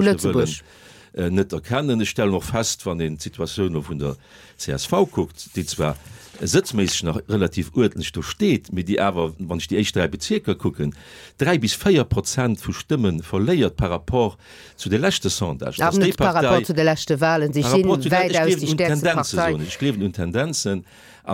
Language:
Luxembourgish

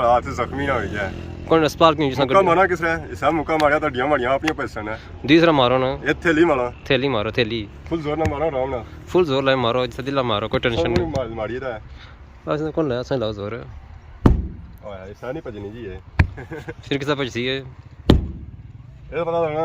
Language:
Pahari-Potwari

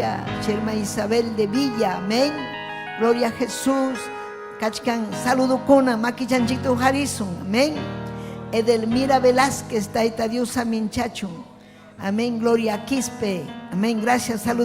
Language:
Ayacucho Quechua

